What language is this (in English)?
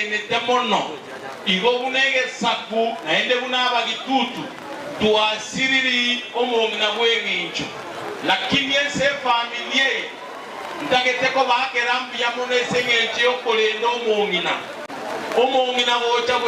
Gusii